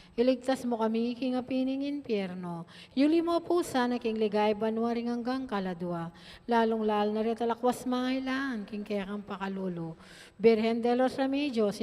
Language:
Pampanga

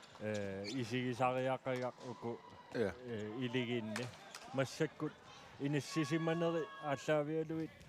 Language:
Kalaallisut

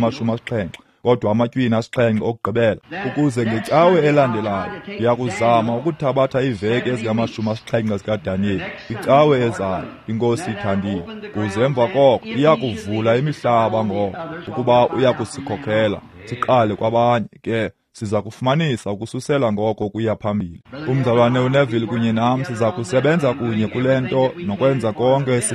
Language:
Xhosa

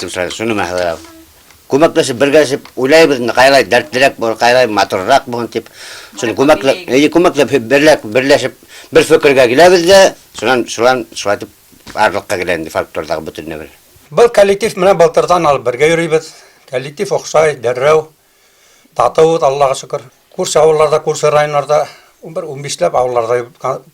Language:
Bashkir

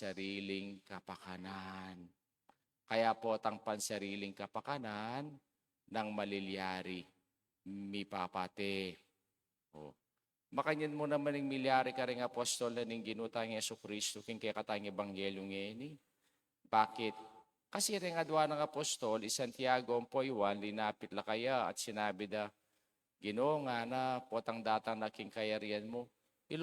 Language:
Pampanga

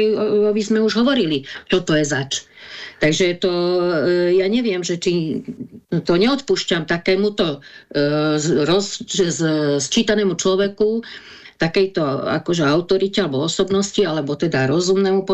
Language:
Slovak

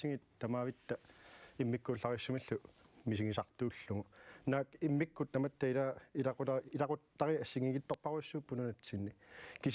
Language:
Kalaallisut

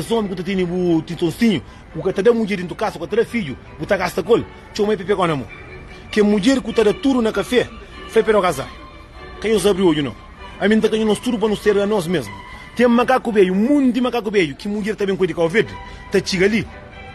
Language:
Kabuverdianu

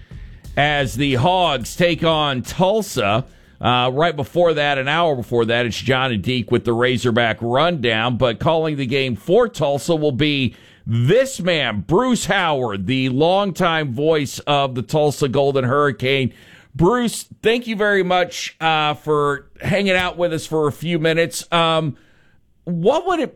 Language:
English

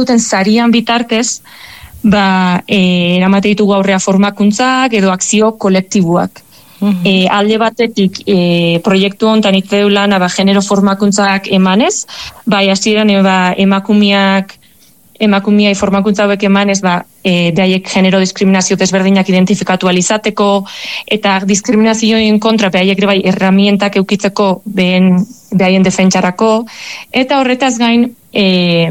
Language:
Basque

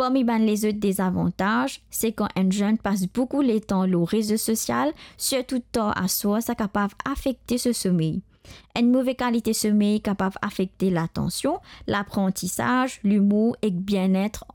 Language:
Morisyen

